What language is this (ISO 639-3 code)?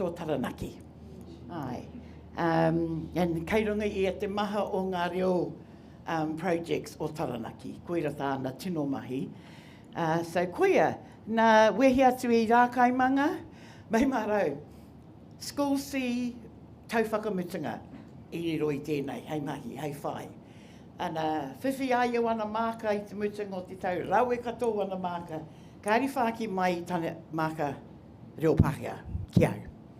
mri